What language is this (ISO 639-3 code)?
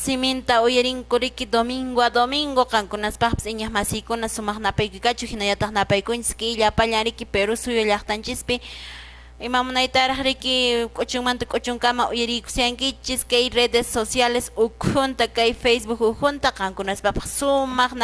que